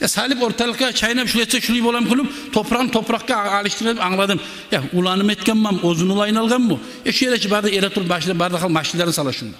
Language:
Kumyk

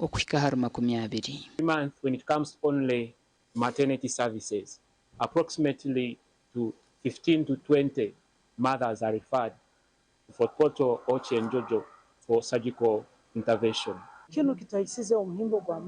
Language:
Nyankole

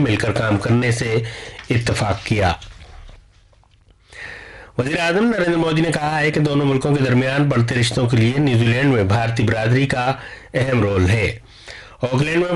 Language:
Urdu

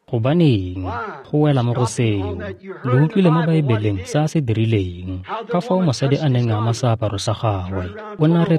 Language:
Tswana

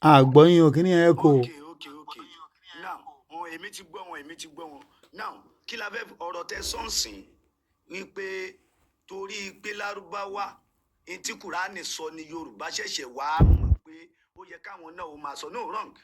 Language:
Yoruba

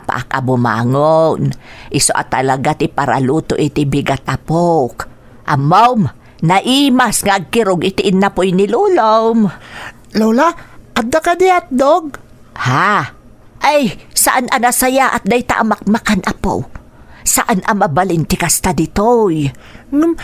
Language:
Iloko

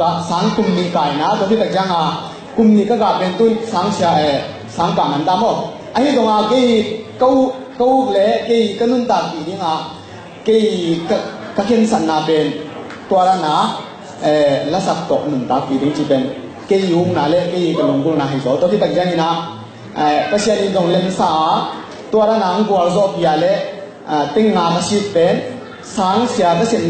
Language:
Tedim Chin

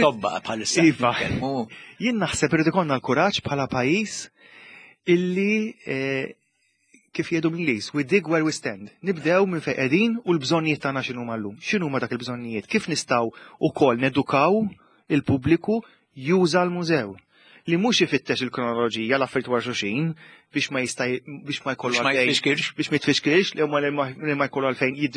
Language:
Maltese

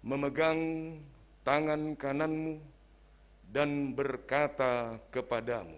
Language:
Batak Simalungun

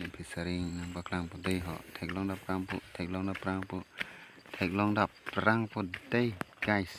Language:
Karbi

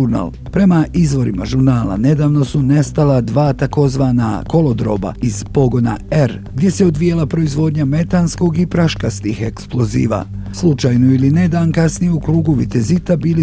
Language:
Bosnian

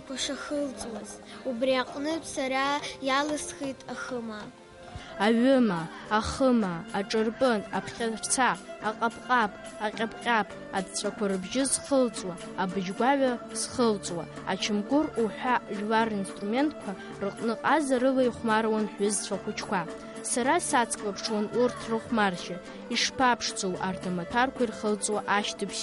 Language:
Abkhazian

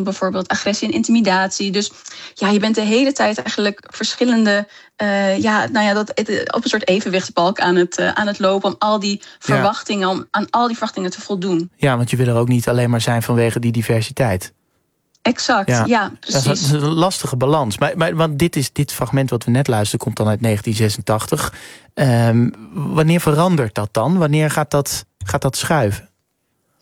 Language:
Dutch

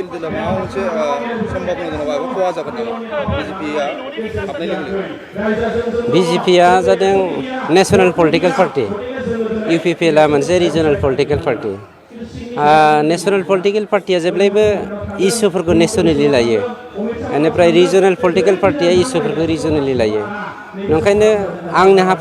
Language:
Bodo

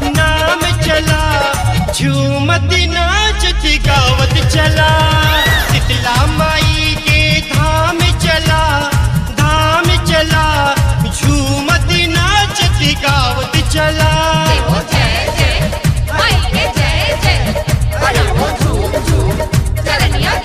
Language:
Bhojpuri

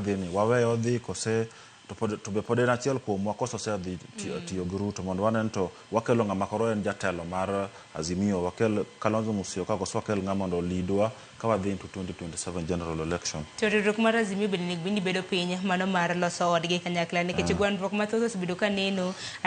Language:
Luo (Kenya and Tanzania)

